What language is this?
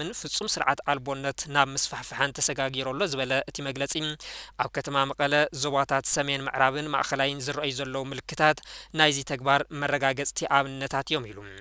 Tigrinya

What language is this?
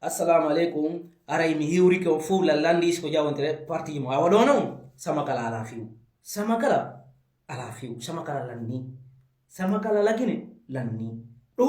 Fula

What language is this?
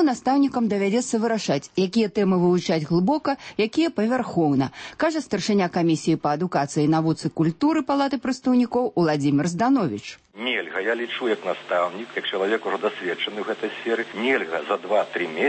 Belarusian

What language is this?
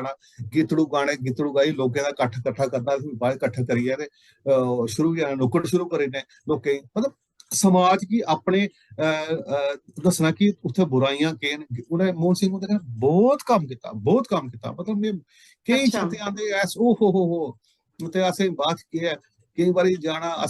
Dogri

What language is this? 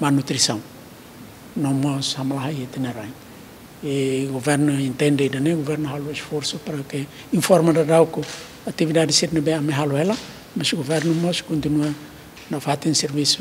Tetum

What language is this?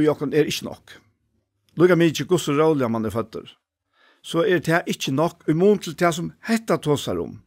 Faroese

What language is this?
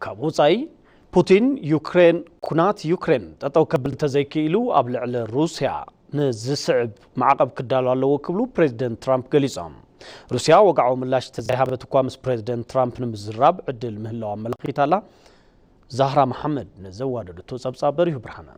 Tigrinya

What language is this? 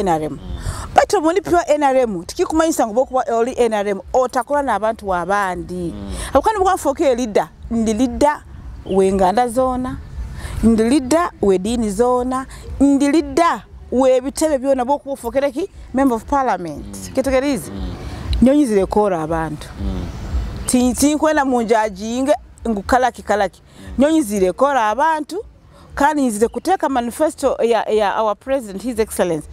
Nyoro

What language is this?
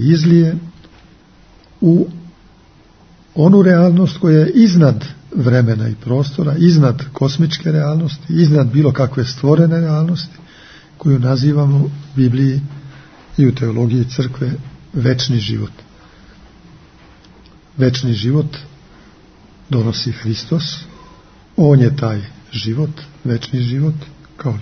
Serbian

